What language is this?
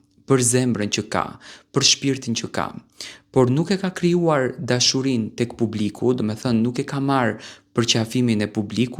Albanian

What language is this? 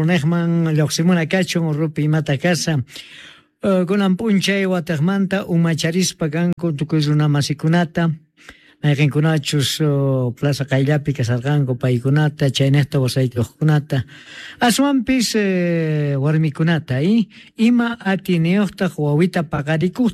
Quechua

